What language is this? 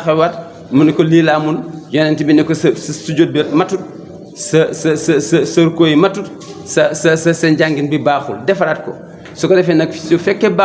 Wolof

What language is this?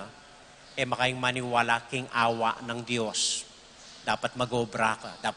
Pampanga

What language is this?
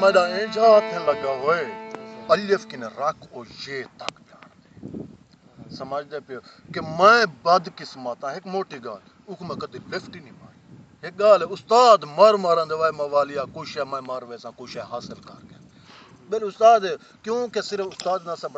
Saraiki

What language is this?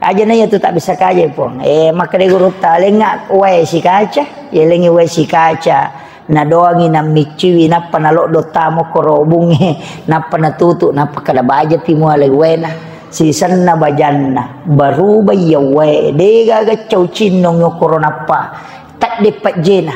Buginese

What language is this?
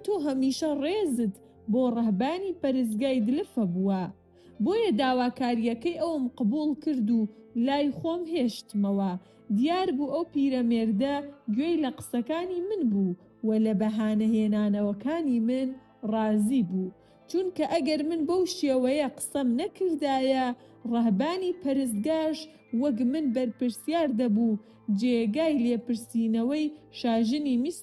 Central Kurdish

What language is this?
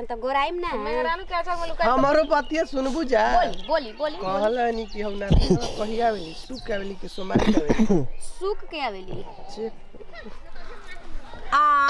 Bhojpuri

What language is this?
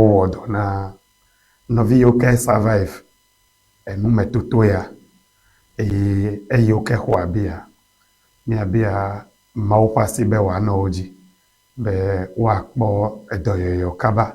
Ewe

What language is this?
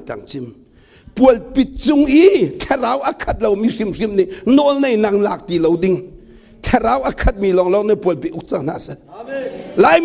Hakha Chin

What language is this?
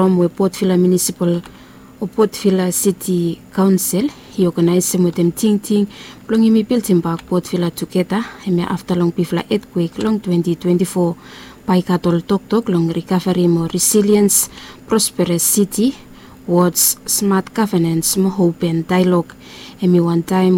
Bislama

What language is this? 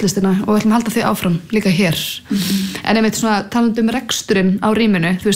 Icelandic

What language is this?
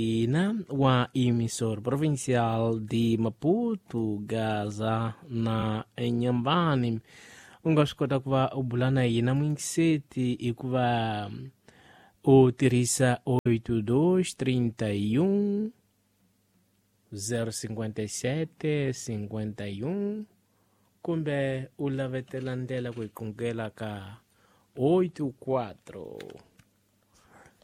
Tsonga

